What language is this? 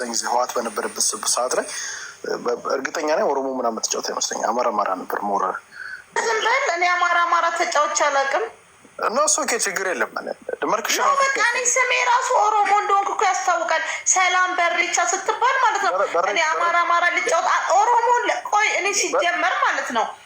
Amharic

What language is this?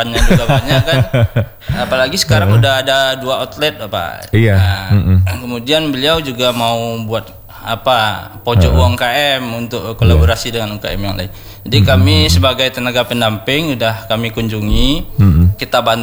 Indonesian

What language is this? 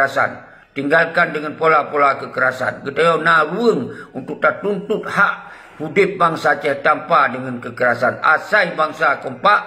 Achinese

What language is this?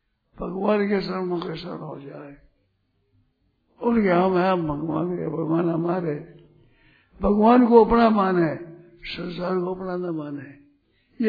Hindi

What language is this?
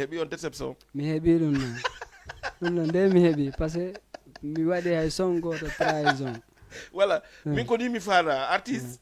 Fula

